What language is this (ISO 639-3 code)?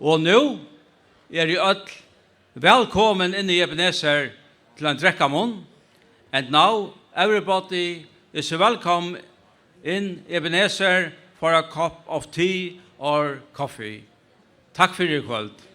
fao